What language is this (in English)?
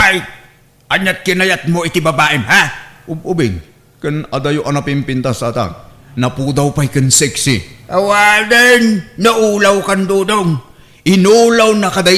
Iloko